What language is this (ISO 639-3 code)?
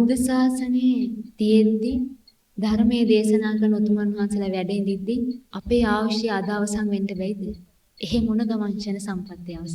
sin